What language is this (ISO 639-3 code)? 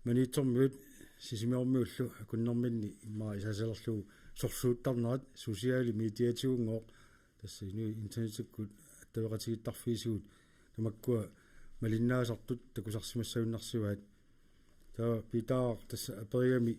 kal